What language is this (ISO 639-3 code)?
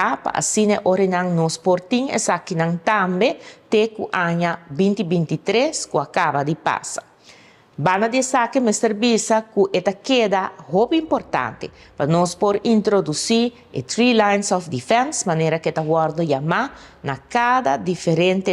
pap